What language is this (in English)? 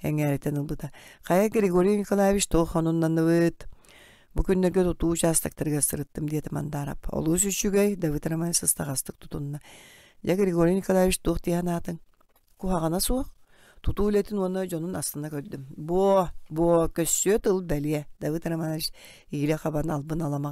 Yakut